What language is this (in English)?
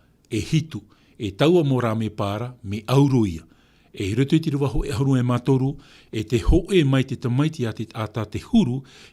Tahitian